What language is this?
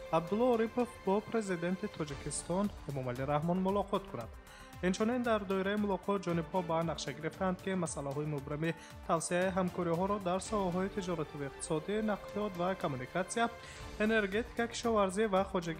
Tajik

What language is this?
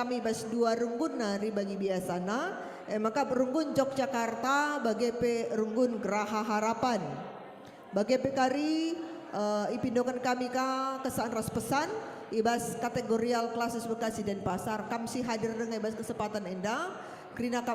Batak Karo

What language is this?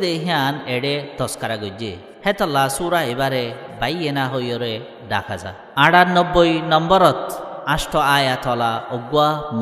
Rohingya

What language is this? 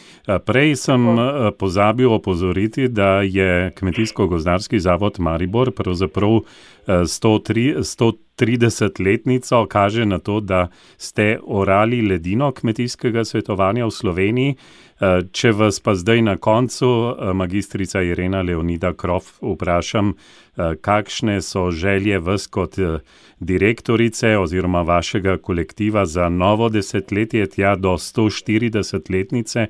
Slovenian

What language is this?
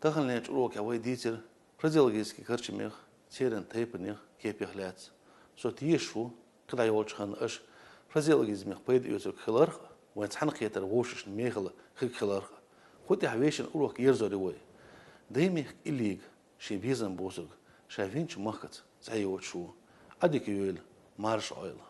Chechen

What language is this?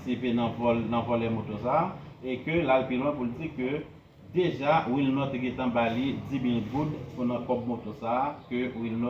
Haitian Creole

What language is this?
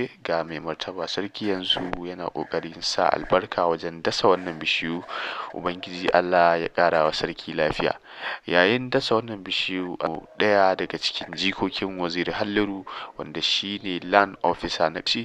Hausa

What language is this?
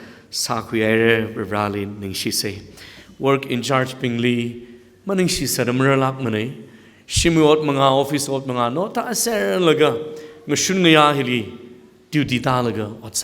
Tangkhul Naga (India)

